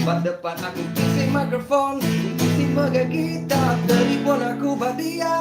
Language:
Iban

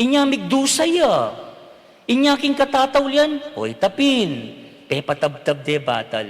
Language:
Pampanga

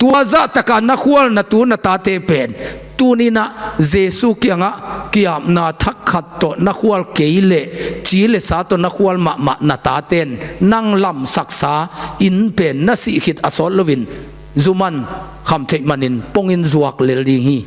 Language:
Tedim Chin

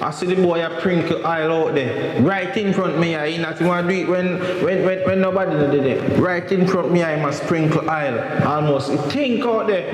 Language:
Jamaican Creole English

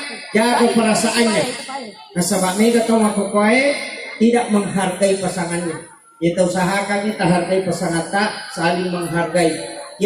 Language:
Buginese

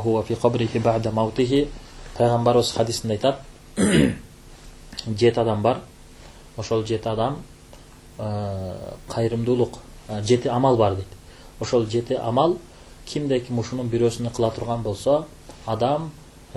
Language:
Kyrgyz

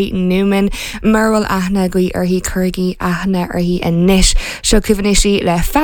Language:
Irish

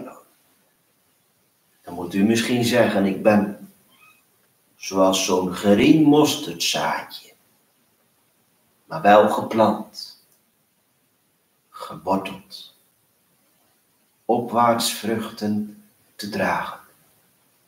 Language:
Dutch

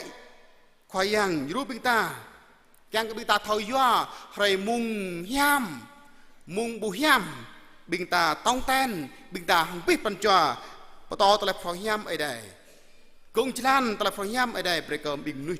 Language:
Jarai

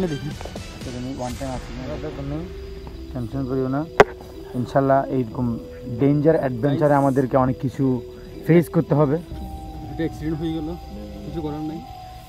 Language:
Bangla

